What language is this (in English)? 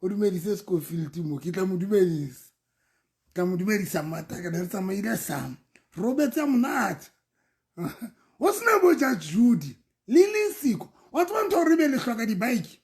Southern Sotho